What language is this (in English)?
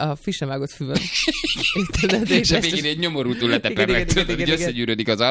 Hungarian